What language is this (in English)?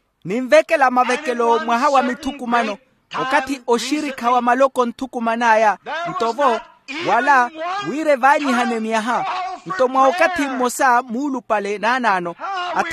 Makhuwa